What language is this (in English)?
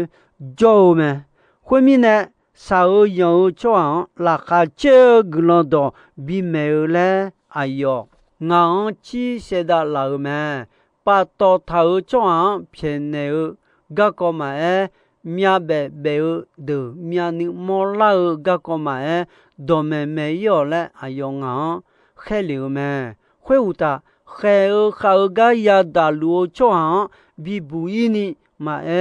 Akha